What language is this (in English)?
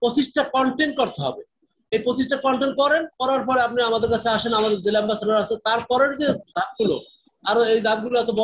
Bangla